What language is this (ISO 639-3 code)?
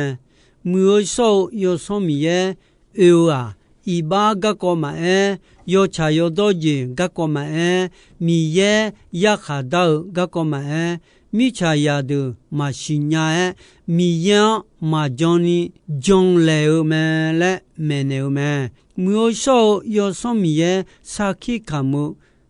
ahk